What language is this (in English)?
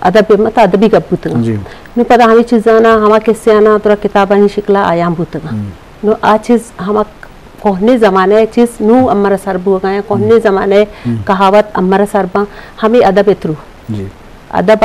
Eastern Balochi